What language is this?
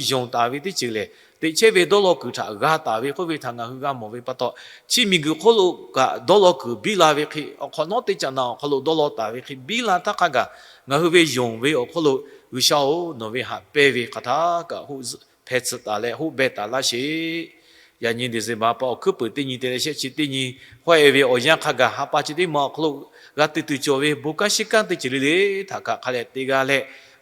Lahu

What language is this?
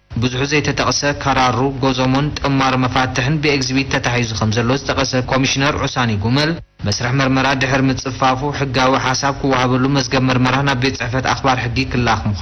Tigrinya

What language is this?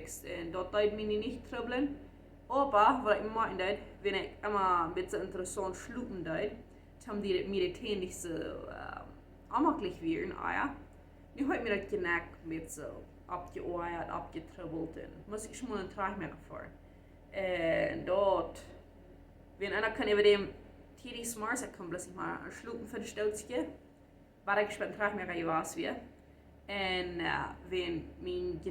Plautdietsch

